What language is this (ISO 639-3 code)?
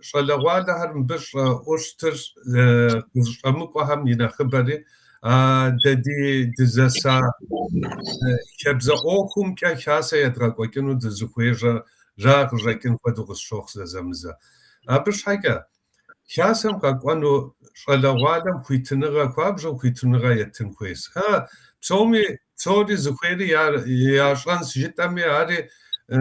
kbd